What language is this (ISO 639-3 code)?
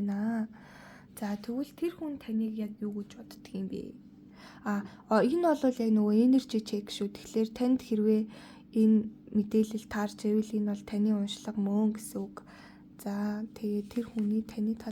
mon